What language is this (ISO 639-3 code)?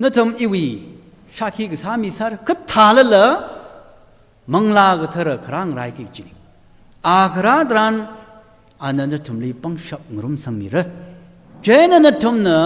nmf